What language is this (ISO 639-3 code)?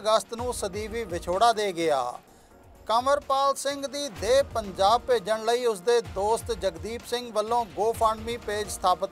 pan